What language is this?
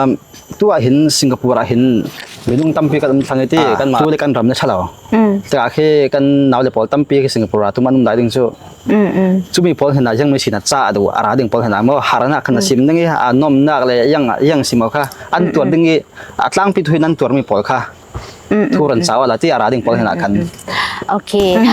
Falam Chin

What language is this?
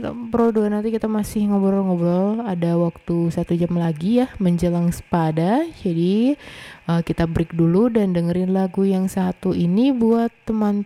Indonesian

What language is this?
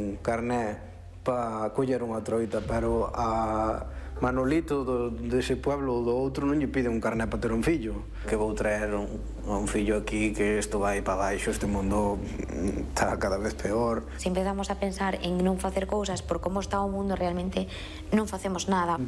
Galician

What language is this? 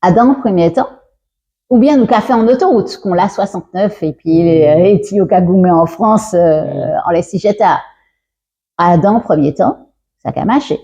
Guadeloupean Creole French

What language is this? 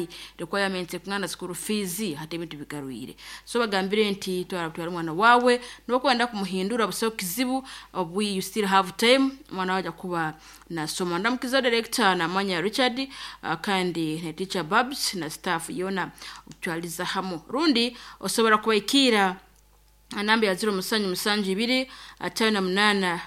Nyoro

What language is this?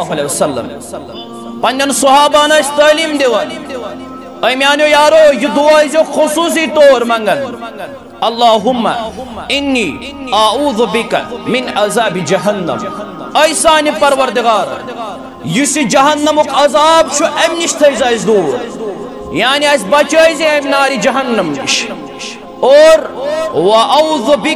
Kashmiri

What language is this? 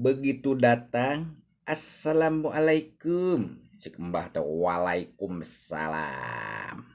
Sundanese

